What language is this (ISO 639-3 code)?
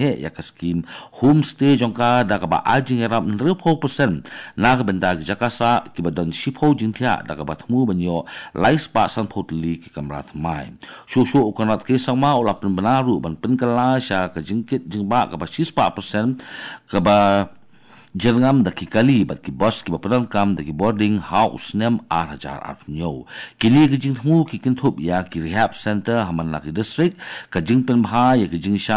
kha